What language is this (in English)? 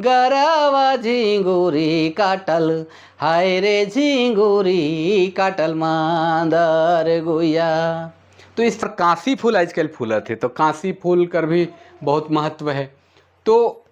Sadri